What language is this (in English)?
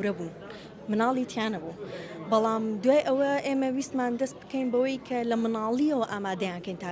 Central Kurdish